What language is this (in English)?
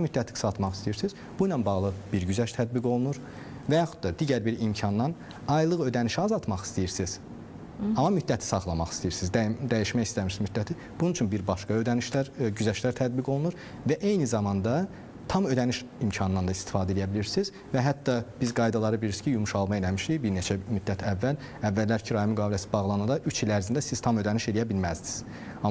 Azerbaijani